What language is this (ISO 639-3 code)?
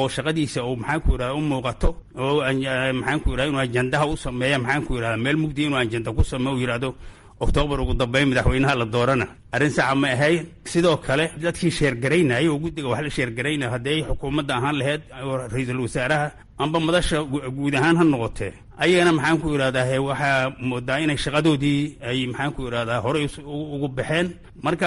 som